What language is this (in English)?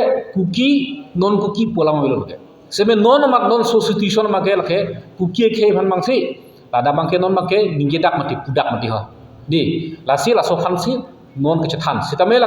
Karbi